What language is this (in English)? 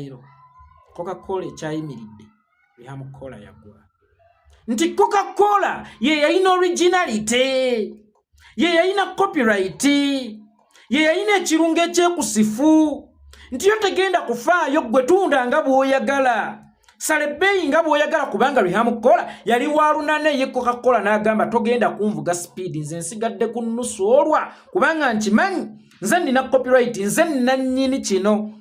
Ganda